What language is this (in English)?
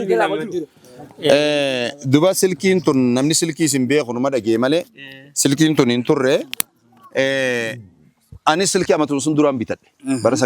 Oromo